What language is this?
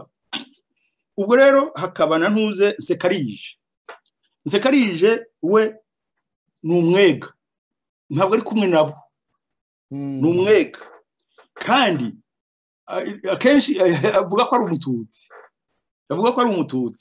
Kinyarwanda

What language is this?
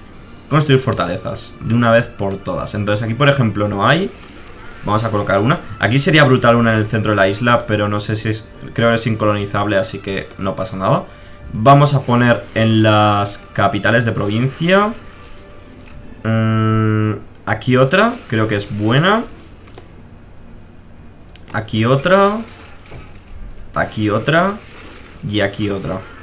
Spanish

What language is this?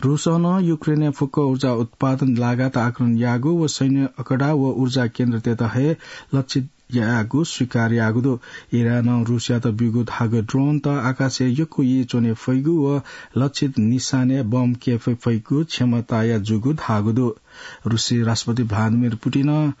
Newari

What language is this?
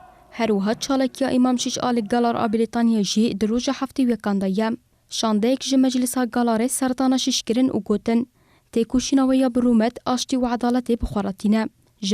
Kurdish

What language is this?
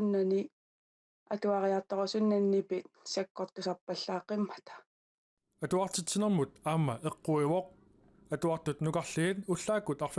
Kalaallisut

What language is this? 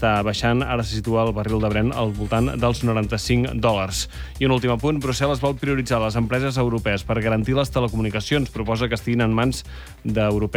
Catalan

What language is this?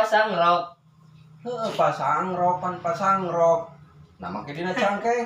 Sundanese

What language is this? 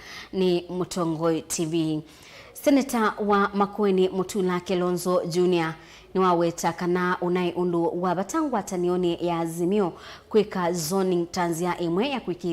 Kamba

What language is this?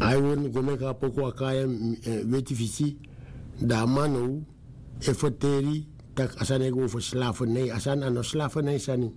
Sranan Tongo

